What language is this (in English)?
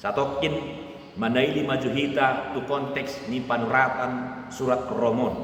Batak Toba